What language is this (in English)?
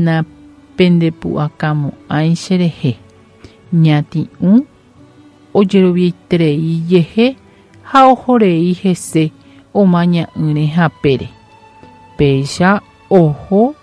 Guarani